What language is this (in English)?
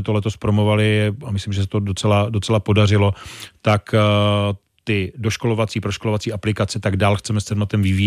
Czech